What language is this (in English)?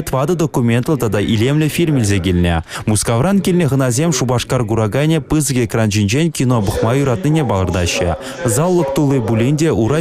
Chuvash